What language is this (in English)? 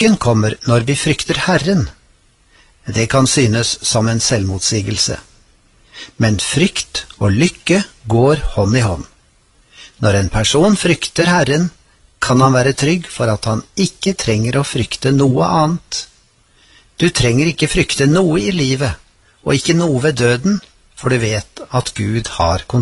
Norwegian